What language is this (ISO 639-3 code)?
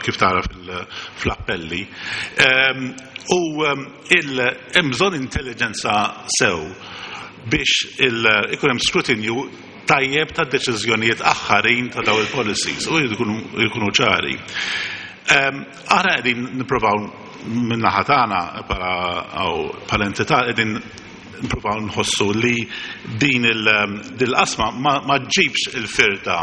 mlt